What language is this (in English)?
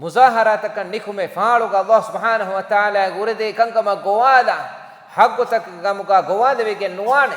Divehi